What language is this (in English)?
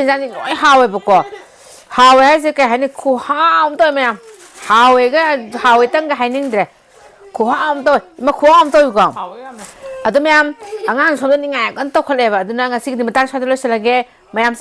Manipuri